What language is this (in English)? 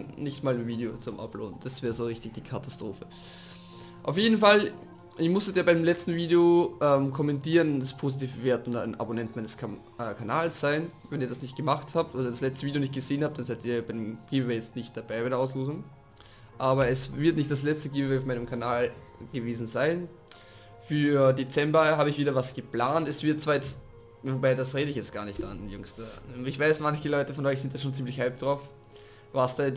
German